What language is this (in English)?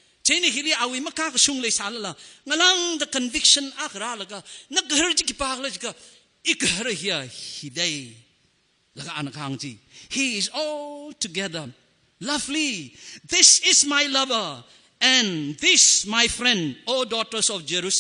Tangkhul Naga (India)